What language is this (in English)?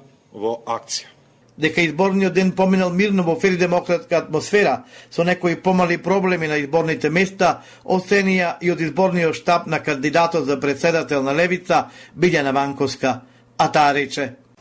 Macedonian